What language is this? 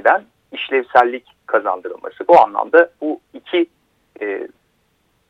Turkish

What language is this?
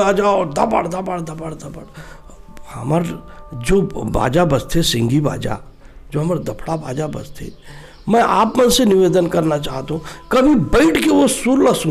Chhattisgarhi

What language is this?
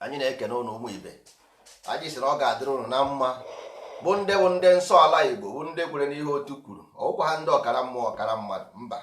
Igbo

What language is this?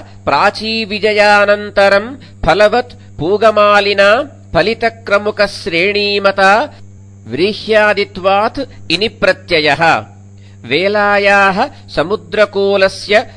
Sanskrit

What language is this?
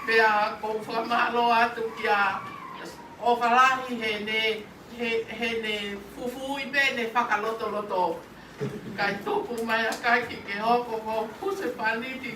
Tongan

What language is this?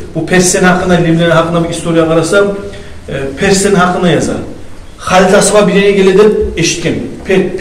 Kumyk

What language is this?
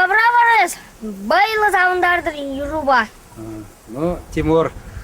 Chuvash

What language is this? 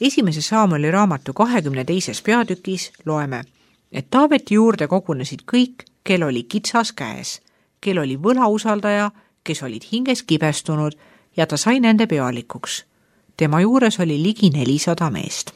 Estonian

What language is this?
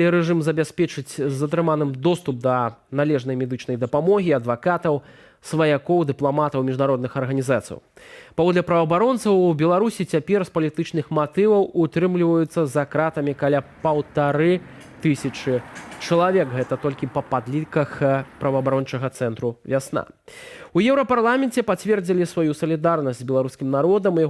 Belarusian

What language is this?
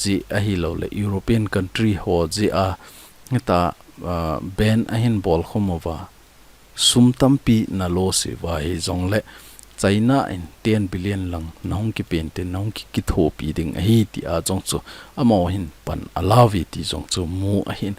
Thado Chin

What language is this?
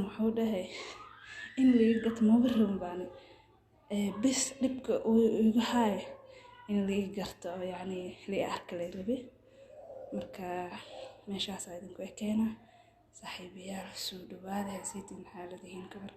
Somali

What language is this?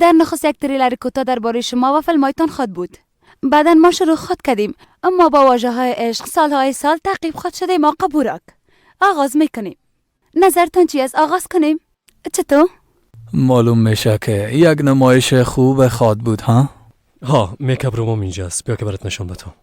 Persian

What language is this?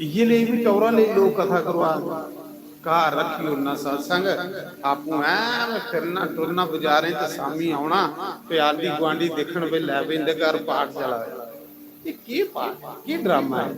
Dogri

